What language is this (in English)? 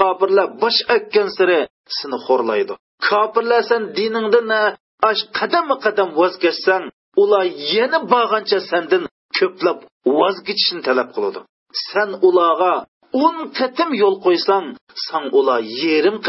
Uyghur